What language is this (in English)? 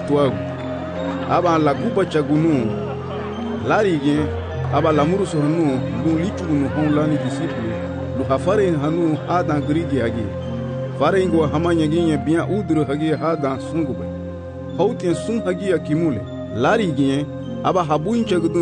Garifuna